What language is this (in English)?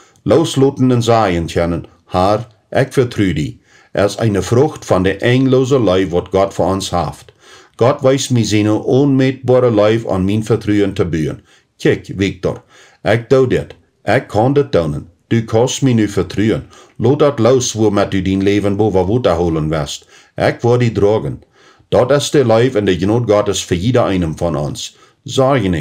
Plautdietsch